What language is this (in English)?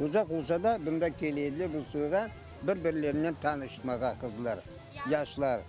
Crimean Tatar